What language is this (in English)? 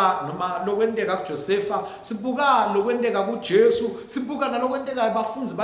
Swati